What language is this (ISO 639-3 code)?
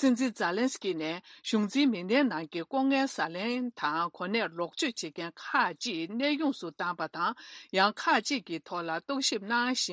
bod